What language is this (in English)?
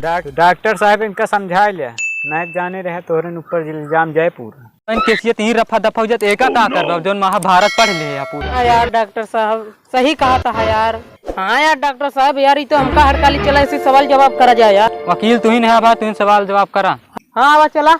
Awadhi